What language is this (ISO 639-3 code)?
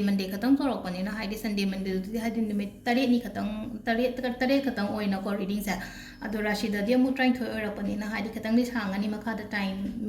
mni